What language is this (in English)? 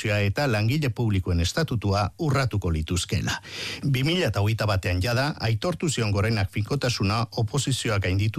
Basque